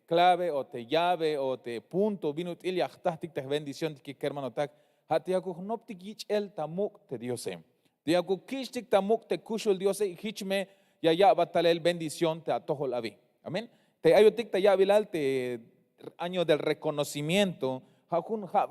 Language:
Tzeltal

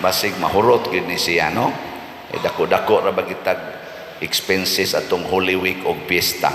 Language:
Cebuano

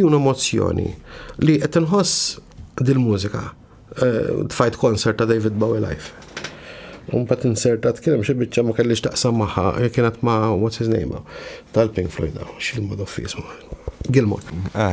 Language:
Maltese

